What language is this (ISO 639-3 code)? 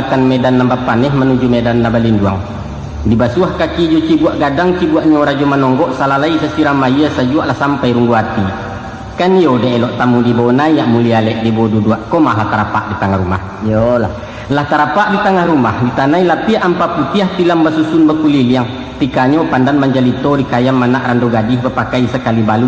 min